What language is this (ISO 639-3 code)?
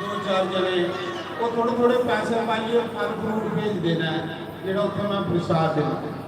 doi